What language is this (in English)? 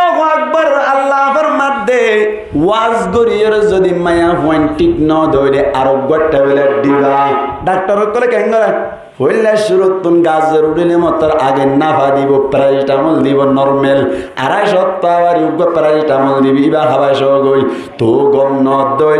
Rohingya